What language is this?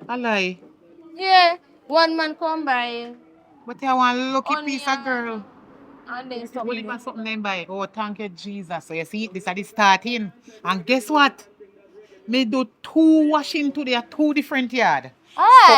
Jamaican Creole English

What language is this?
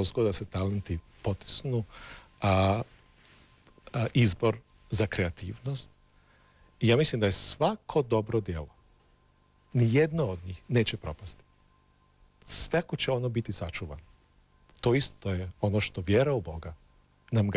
Croatian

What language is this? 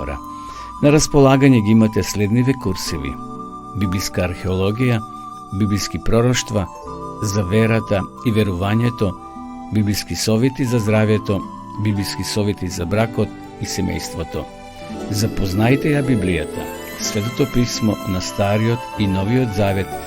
Macedonian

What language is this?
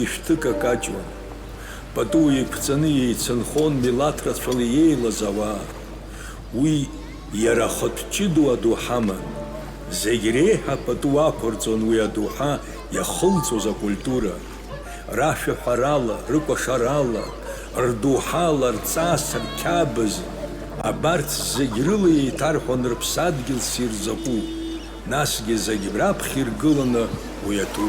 Abkhazian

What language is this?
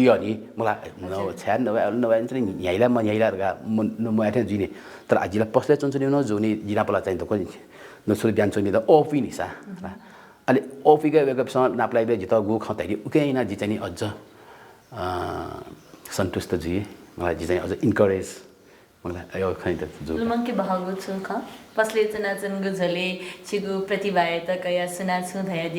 Newari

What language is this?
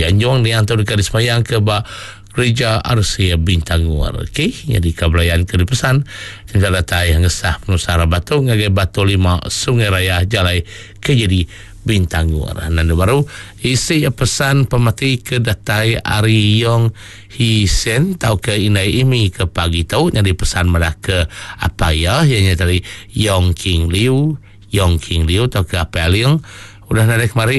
Iban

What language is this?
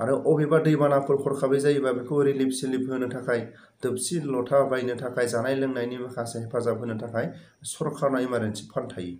Bodo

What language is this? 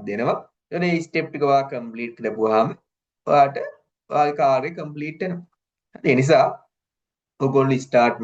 Sinhala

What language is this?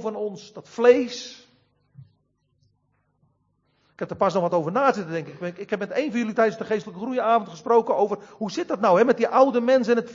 Dutch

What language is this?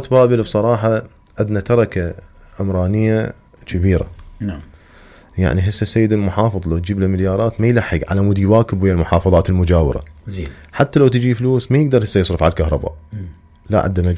Mesopotamian Arabic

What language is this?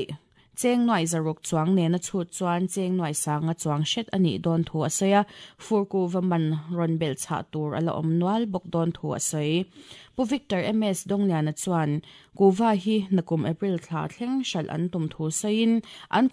Mizo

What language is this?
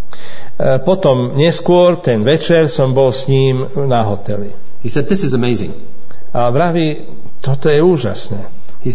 Slovak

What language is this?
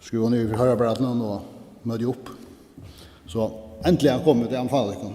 Faroese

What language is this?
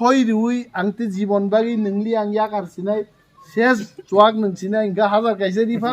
Kok Borok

